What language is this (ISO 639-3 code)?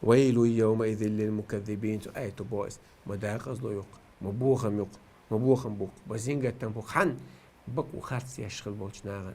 che